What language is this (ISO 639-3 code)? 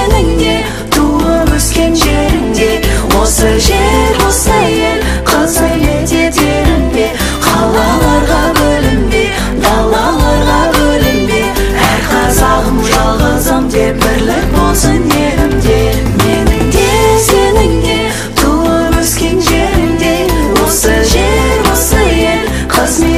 kaz